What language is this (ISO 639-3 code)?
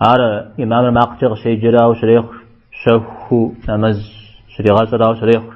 kbd